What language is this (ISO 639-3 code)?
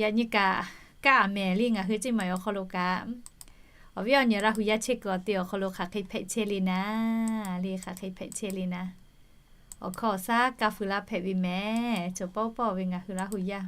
lhu